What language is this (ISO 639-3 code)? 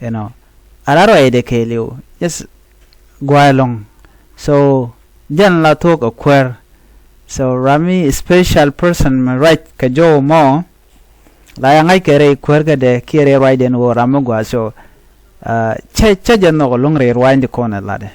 nus